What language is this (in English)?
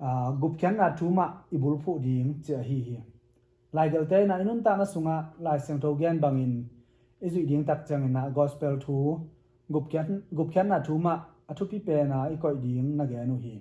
Tedim Chin